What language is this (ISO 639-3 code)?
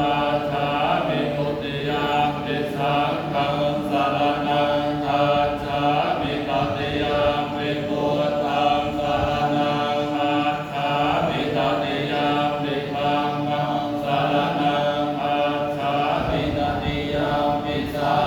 pli